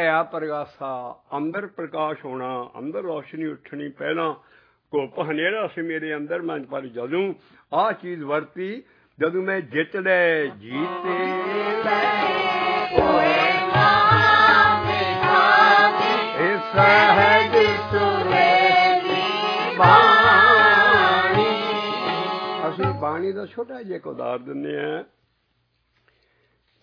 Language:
Punjabi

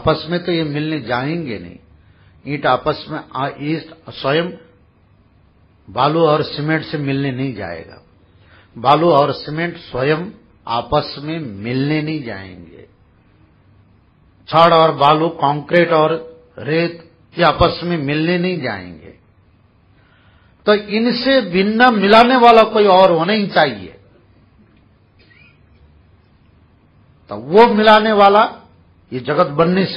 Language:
Hindi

